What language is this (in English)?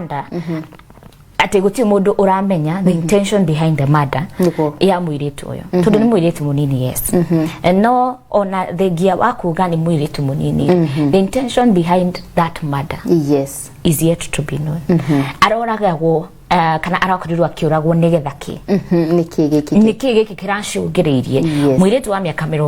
Kikuyu